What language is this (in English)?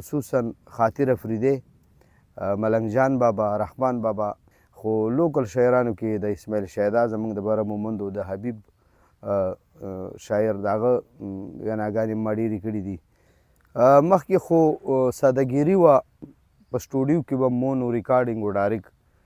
Pashto